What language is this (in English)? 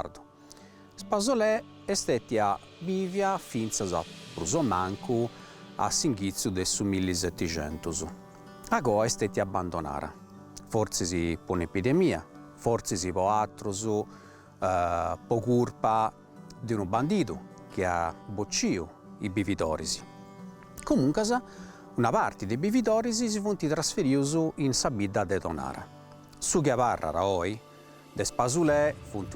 Sardinian